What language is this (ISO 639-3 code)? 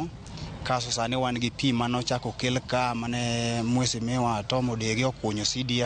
luo